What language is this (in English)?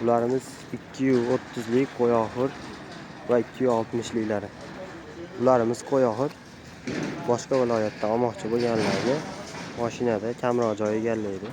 Uzbek